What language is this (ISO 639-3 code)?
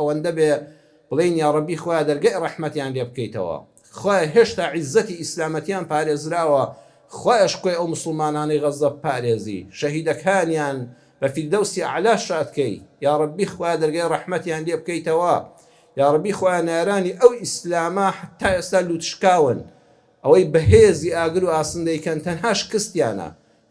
ckb